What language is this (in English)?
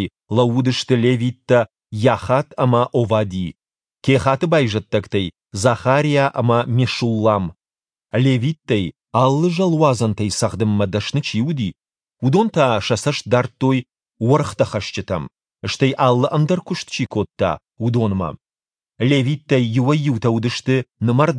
Ossetic